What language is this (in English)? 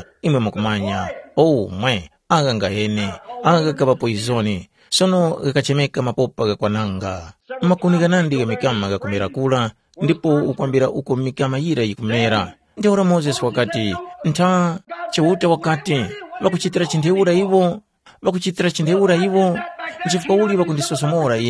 Tumbuka